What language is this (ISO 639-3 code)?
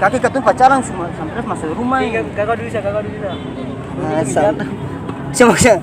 abs